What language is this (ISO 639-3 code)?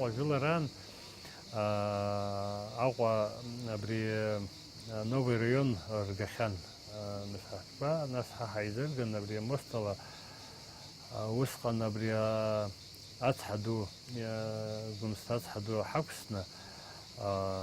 abk